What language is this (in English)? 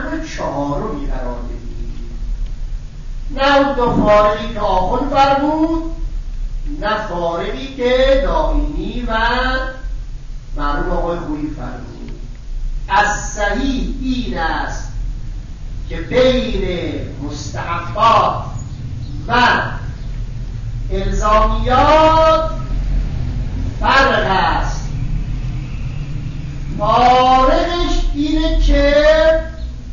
Persian